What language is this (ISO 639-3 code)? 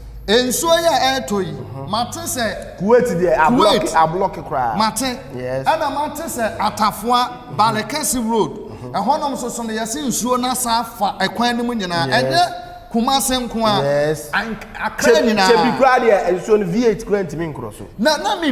aka